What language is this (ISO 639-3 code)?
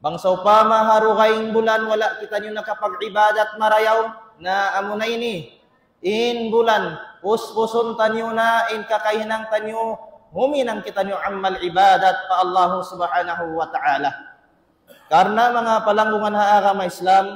tsg